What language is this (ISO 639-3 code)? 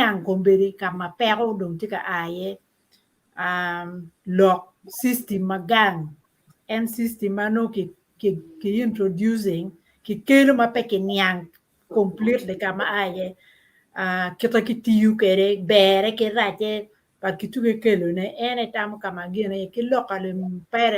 ach